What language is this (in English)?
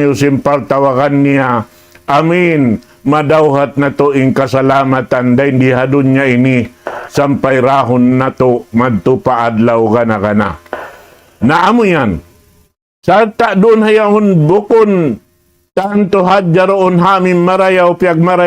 Tausug